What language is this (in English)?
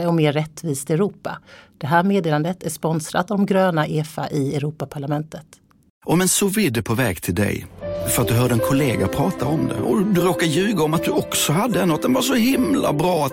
Swedish